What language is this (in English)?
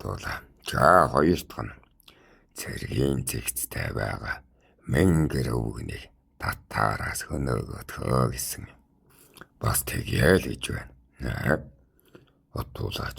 Mongolian